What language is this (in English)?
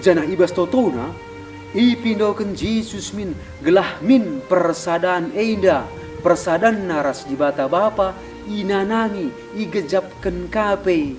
Batak Karo